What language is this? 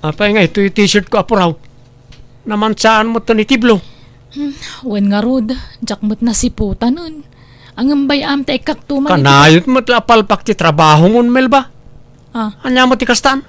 Iloko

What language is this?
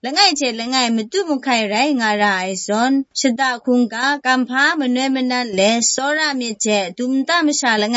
Kachin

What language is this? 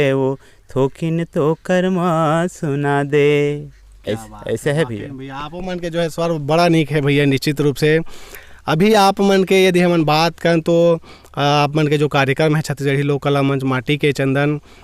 Chhattisgarhi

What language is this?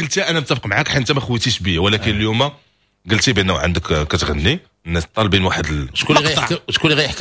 Moroccan Arabic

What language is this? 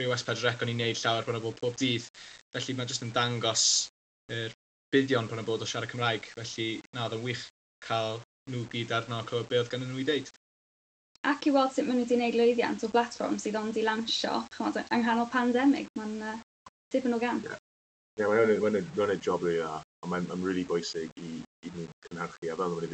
Welsh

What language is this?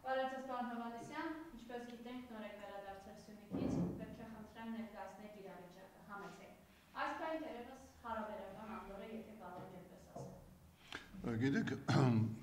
Armenian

